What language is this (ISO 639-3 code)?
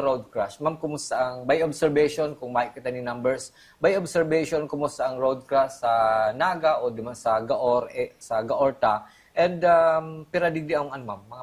bik